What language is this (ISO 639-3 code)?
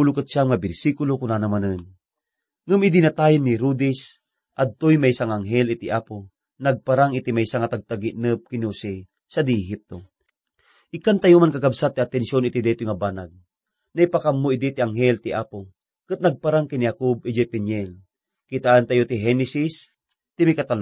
ilo